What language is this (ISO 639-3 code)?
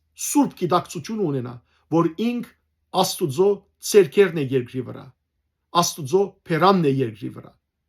hyw